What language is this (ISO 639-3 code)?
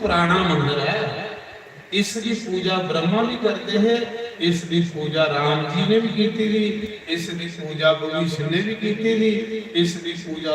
doi